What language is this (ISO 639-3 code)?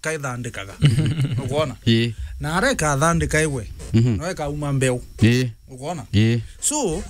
mer